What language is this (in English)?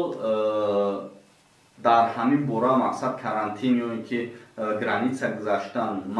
Tajik